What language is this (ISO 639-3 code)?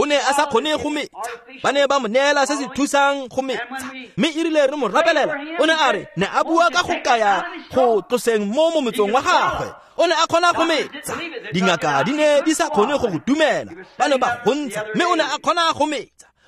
tsn